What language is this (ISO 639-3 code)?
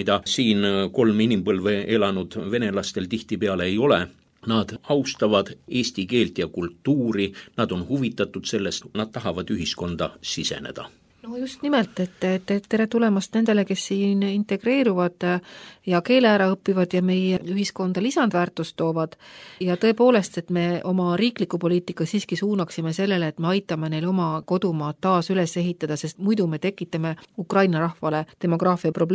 est